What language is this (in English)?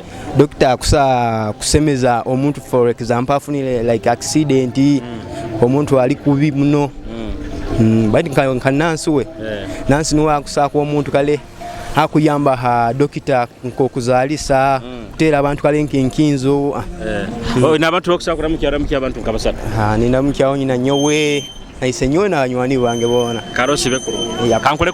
Nyoro